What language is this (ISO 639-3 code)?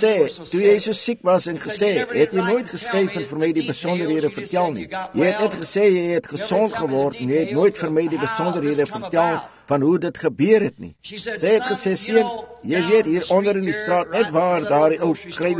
afr